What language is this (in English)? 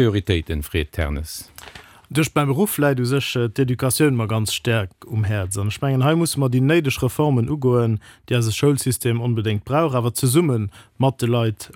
Luxembourgish